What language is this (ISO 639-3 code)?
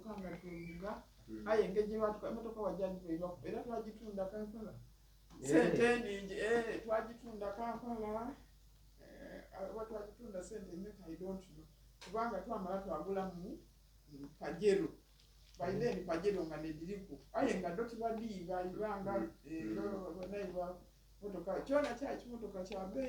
xog